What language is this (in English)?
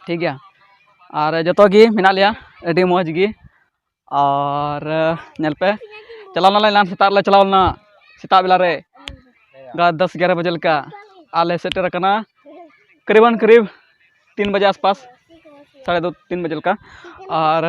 Santali